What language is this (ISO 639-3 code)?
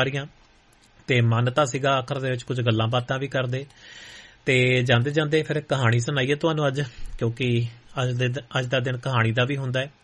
pan